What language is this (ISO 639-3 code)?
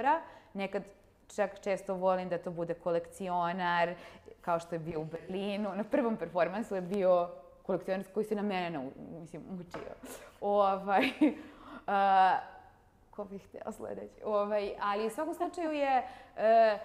srp